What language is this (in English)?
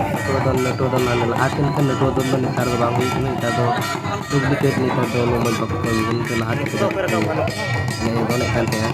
Santali